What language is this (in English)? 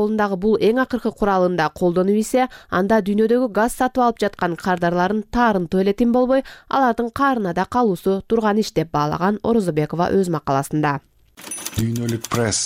Kyrgyz